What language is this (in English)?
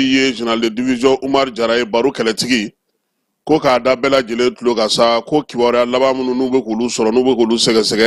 Bambara